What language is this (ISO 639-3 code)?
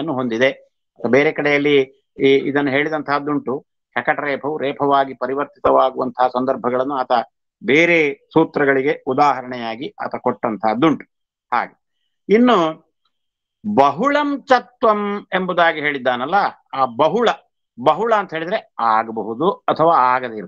kan